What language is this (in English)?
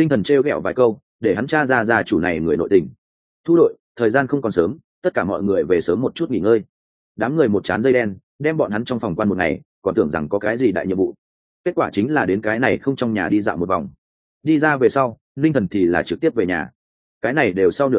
Vietnamese